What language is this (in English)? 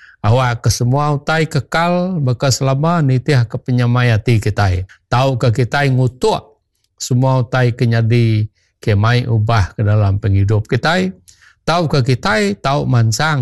Iban